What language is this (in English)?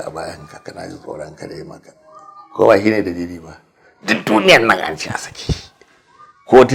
Hausa